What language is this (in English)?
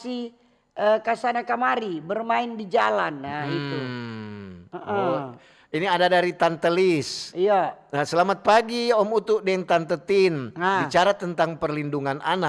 Manado Malay